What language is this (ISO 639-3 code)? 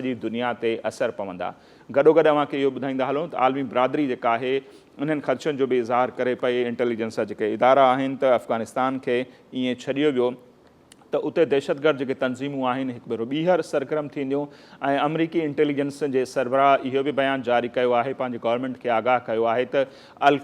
snd